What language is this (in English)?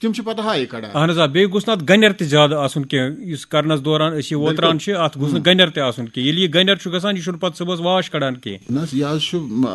Kashmiri